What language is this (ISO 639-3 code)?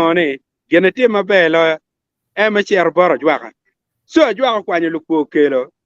ach